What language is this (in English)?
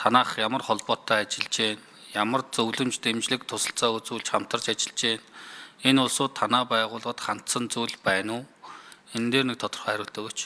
Mongolian